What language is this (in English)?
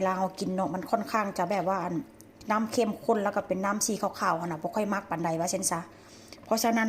Northeastern Thai